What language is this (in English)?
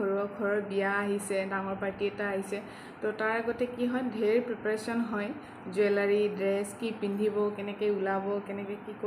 Assamese